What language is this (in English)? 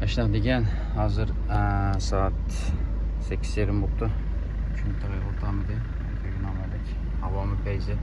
Uyghur